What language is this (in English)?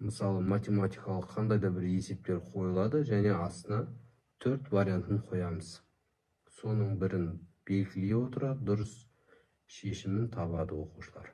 Kazakh